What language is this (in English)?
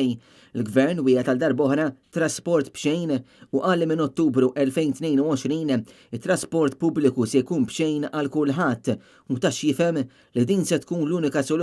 Maltese